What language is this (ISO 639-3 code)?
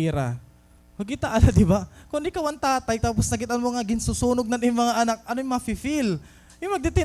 war